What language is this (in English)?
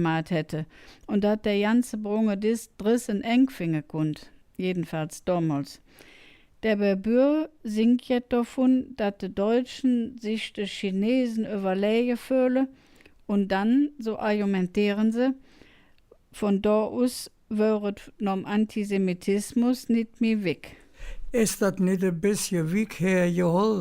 Colognian